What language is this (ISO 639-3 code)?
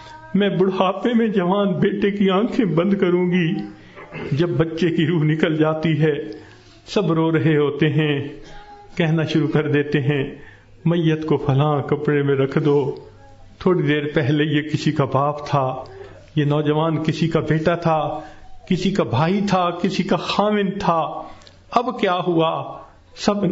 urd